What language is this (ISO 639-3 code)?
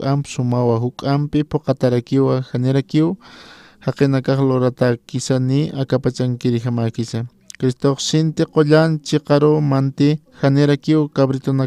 aym